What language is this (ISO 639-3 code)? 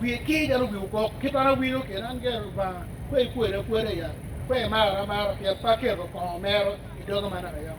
ach